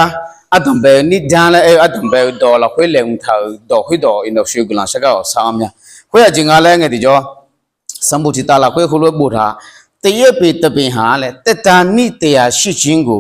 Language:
Akha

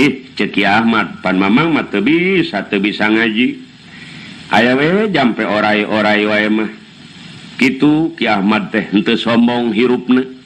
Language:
Sundanese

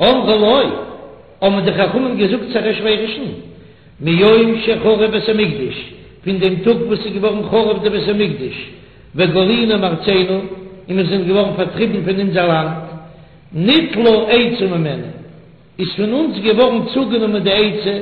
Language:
Yiddish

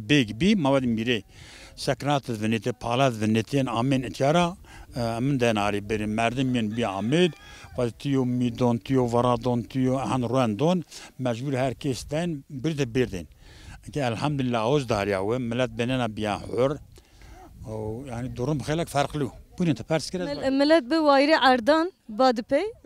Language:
Zaza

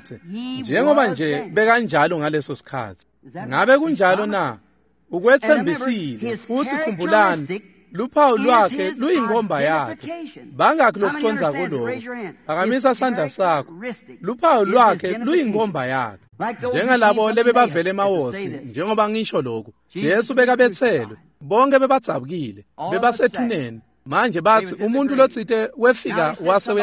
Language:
Swati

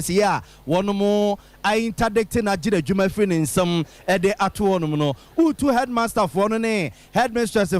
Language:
Akan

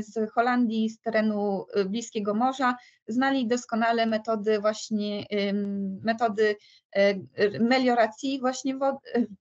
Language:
Polish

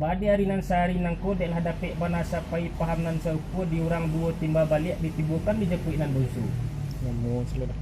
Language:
Minangkabau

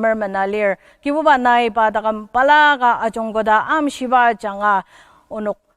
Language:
Ao Naga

